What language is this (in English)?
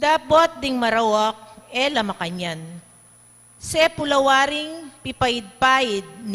Pampanga